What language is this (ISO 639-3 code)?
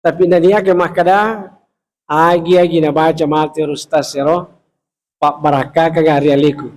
bug